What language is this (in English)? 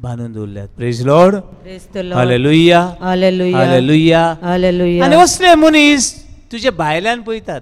Konkani